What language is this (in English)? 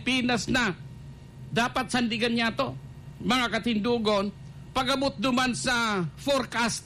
Bikol